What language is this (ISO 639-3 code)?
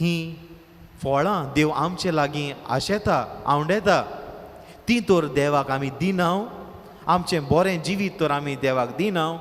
kok